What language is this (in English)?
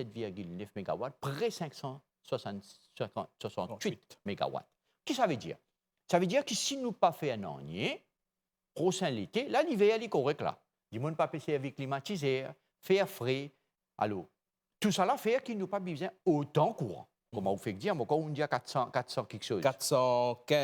Morisyen